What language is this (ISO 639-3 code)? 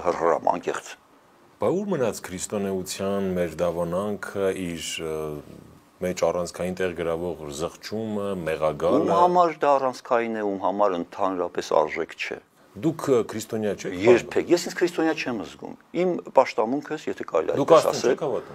hye